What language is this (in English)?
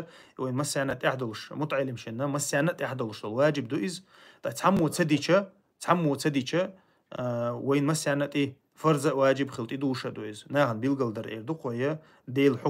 Chechen